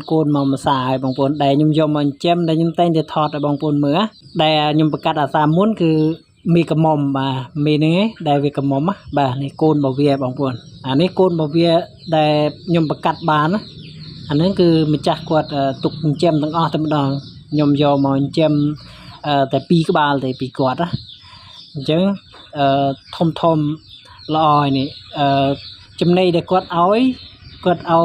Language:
Khmer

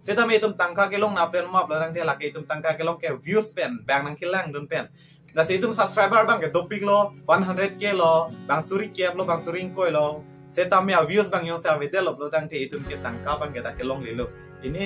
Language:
Karbi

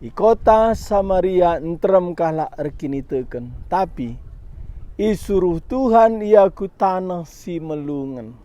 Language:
Batak Karo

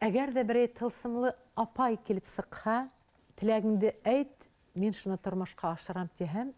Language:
Bashkir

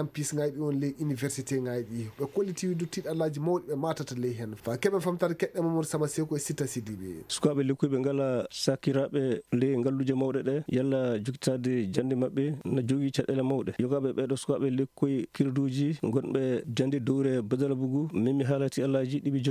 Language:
Maasina Fulfulde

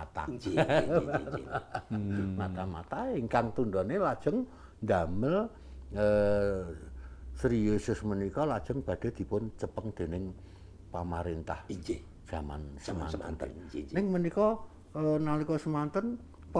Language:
Javanese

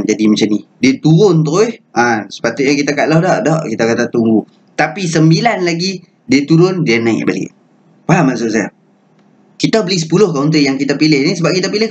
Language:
Malay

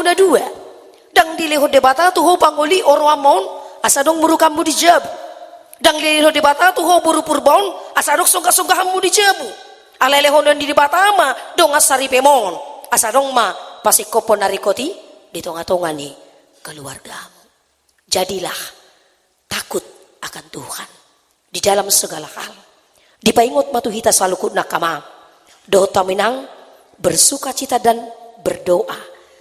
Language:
Batak Toba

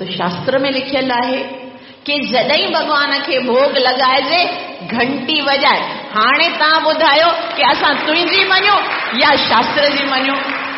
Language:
Sindhi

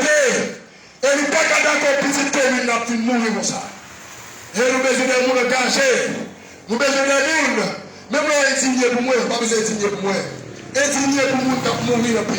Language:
Haitian Creole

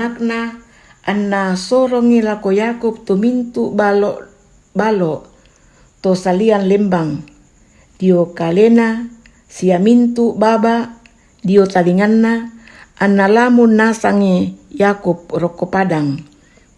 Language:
Toraja-Sa'dan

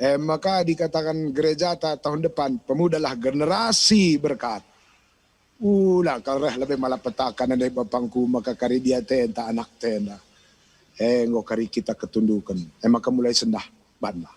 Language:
Batak Karo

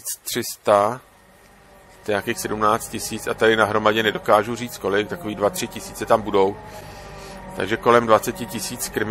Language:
Czech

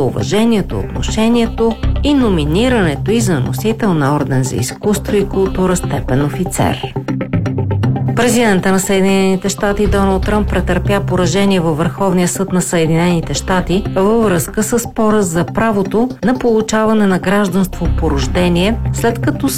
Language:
Bulgarian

